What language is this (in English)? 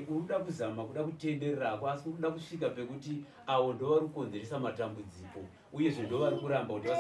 Shona